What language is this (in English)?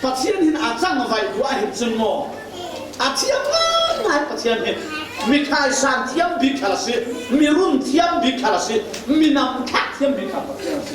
Falam Chin